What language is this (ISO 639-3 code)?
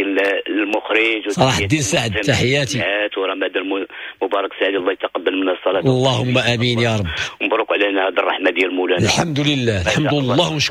ary